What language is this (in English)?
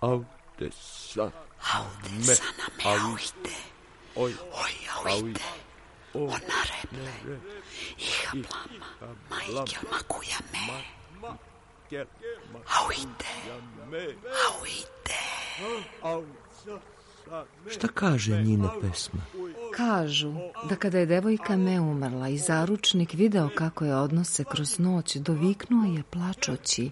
Serbian